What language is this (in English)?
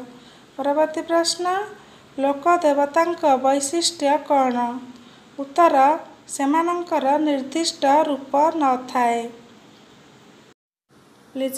Odia